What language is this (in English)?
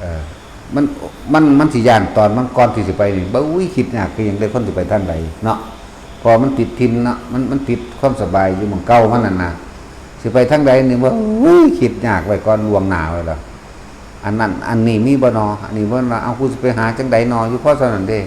Northeastern Thai